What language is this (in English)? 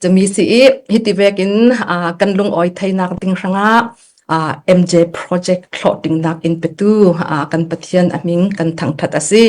Falam Chin